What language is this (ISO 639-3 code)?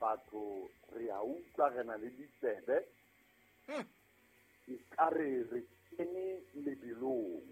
sot